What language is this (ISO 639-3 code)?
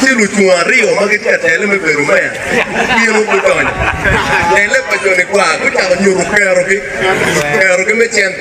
ach